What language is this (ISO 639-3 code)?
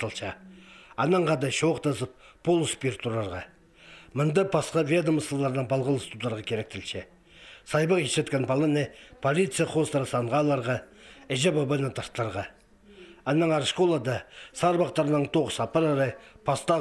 kjh